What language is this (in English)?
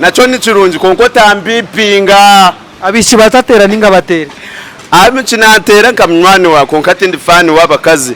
Nyankole